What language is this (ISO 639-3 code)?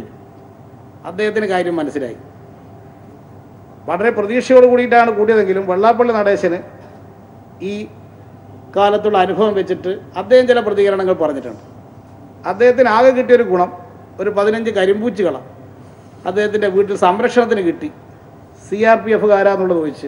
mal